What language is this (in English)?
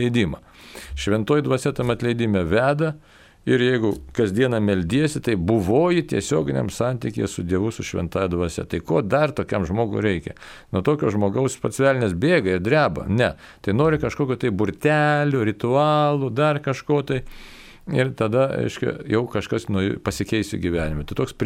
Lithuanian